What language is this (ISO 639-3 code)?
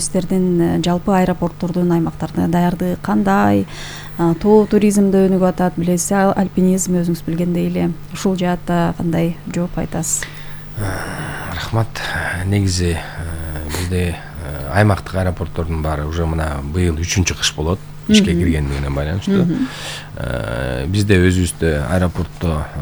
kir